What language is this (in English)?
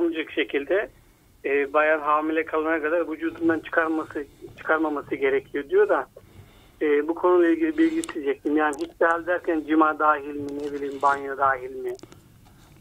Turkish